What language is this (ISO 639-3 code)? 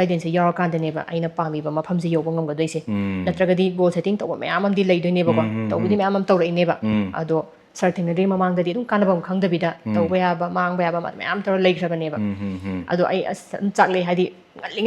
mni